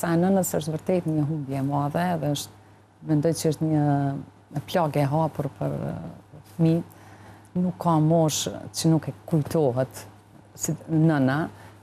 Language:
Albanian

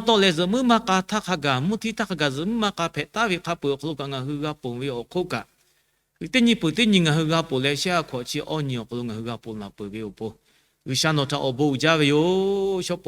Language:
Lahu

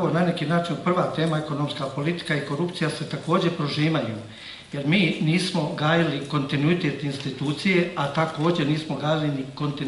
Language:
Croatian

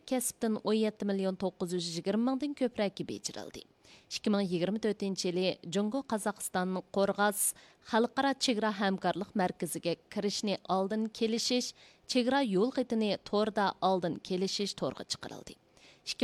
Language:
Uyghur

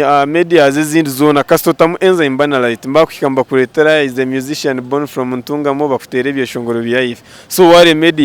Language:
Nyankole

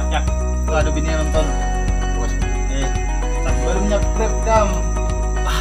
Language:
Banjar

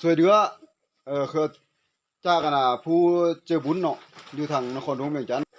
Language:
Lao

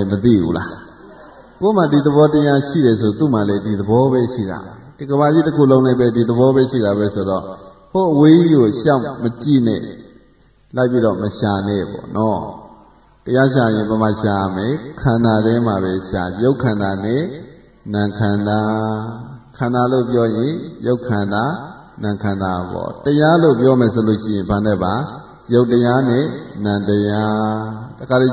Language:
Burmese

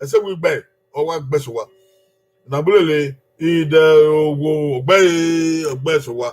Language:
Bini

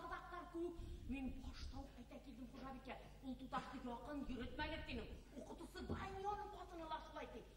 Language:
Bashkir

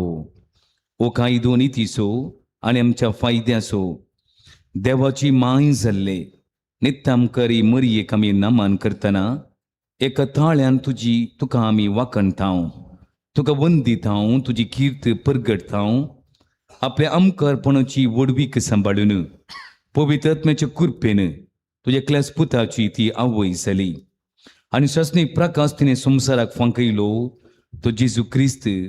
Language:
Konkani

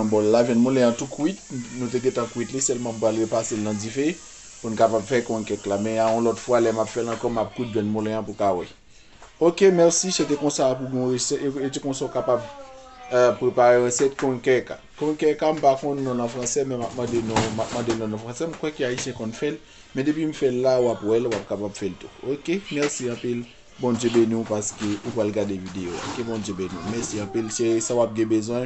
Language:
Haitian Creole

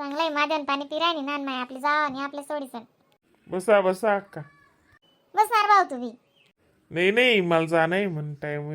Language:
Khandesi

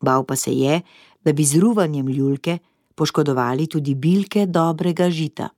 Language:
Slovenian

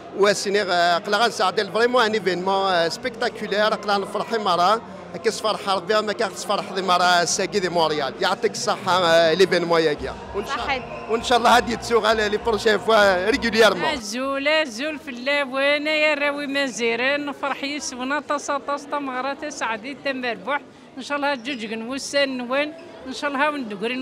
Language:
Kabyle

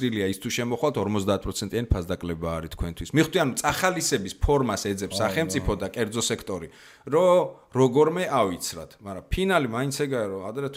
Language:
Georgian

